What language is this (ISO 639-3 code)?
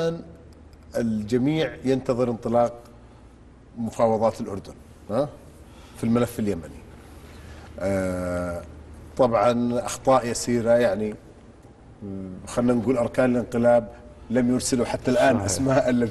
ara